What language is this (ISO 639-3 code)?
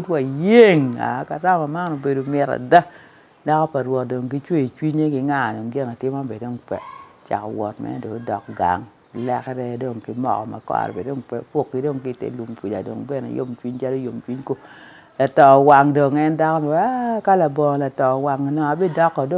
ach